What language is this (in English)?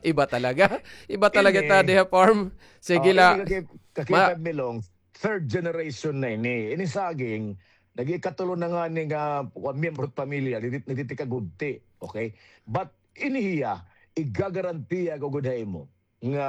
Waray